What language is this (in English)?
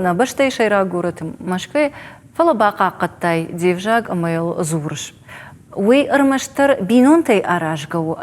Ossetic